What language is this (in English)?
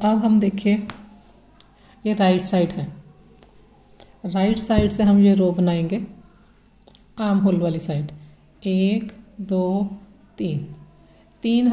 Hindi